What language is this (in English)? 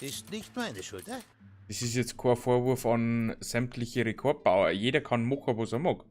Bavarian